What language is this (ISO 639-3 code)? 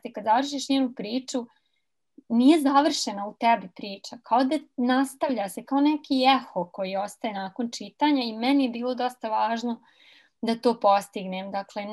srp